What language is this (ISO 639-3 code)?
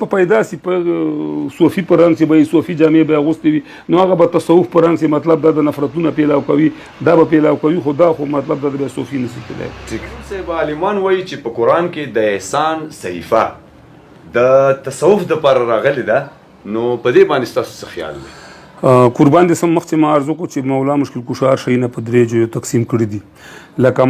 pus